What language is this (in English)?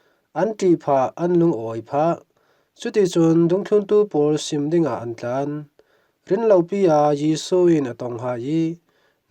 Falam Chin